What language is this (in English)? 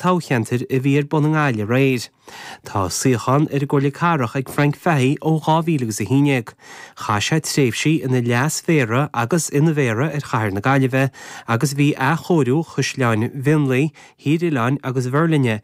Irish